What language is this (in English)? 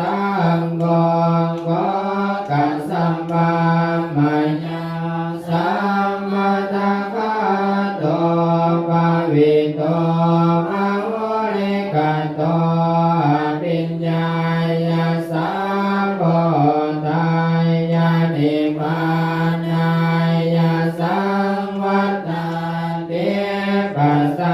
Pali